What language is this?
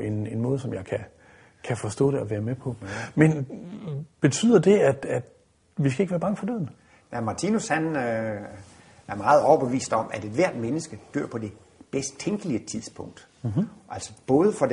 Danish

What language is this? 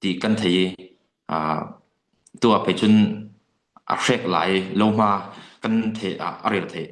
Falam Chin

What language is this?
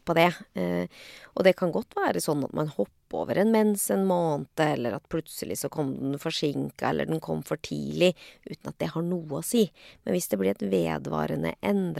Norwegian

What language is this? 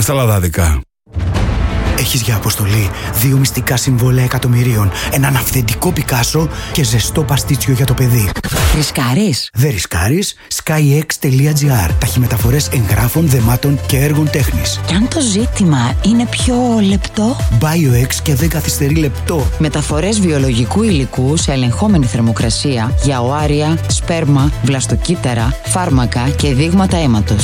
Greek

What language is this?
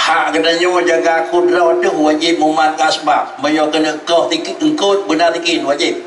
Achinese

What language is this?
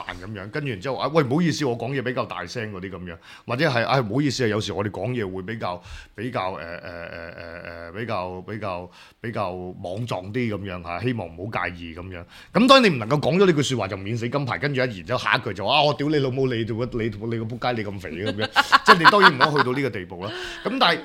Cantonese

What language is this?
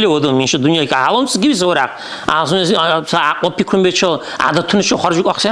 Dargwa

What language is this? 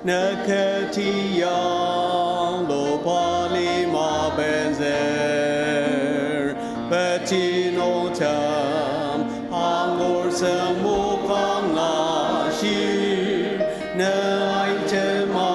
Ao Naga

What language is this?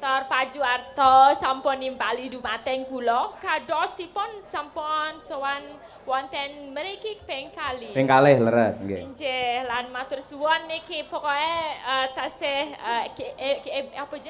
Javanese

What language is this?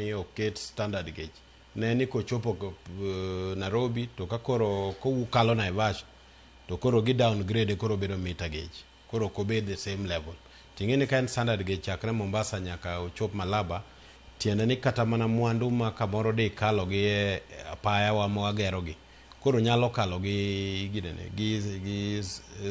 Luo (Kenya and Tanzania)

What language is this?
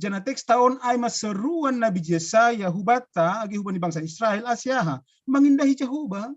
Batak Simalungun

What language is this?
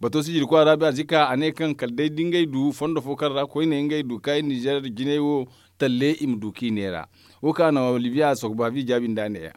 Zarma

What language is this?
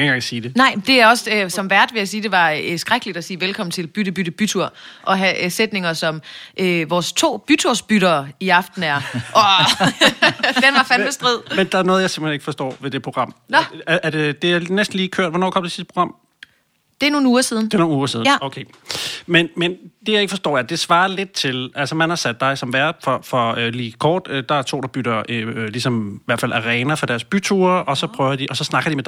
Danish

